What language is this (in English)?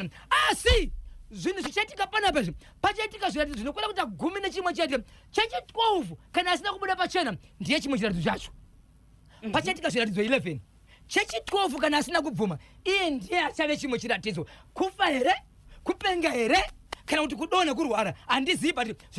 Shona